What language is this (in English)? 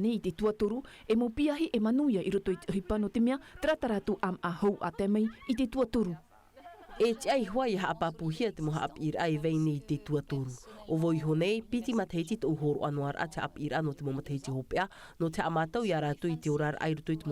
Tahitian